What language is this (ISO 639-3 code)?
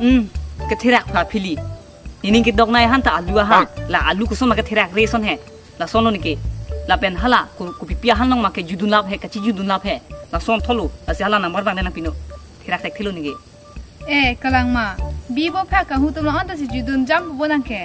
mjw